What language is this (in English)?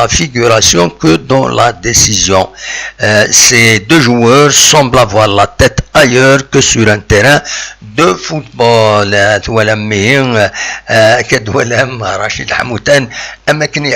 Kabyle